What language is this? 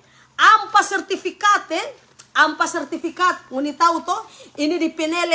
Manado Malay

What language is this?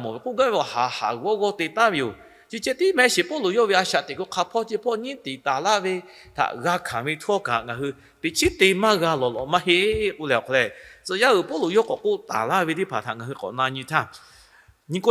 Lahu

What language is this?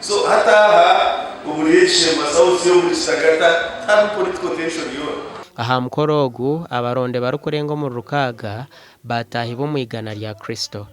Nyankole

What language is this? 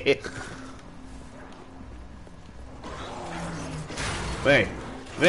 Portuguese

